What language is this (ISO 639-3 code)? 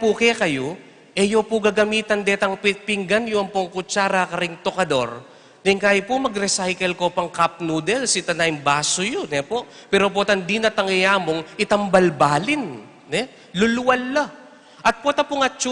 pam